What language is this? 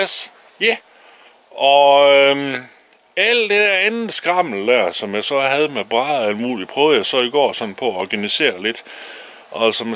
Danish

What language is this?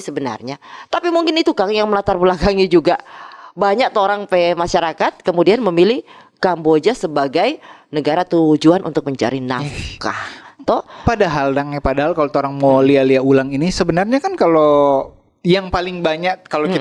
Manado Malay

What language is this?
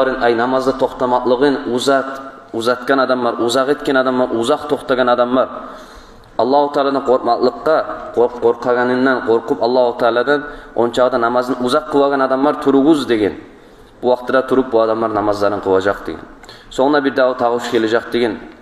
Kumyk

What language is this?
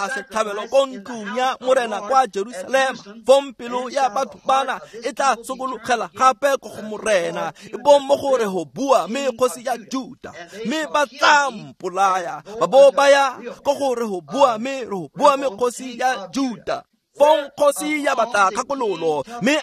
Tswana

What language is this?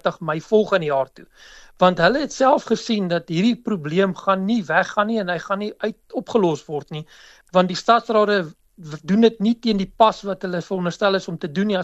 Afrikaans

